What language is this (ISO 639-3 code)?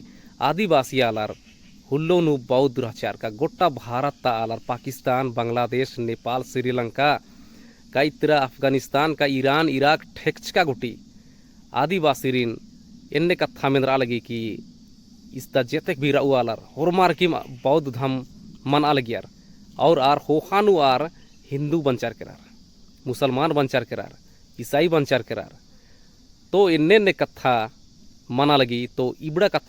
kru